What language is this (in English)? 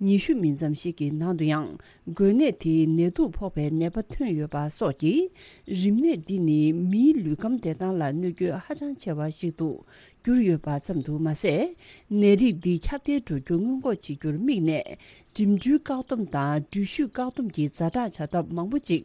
Tibetan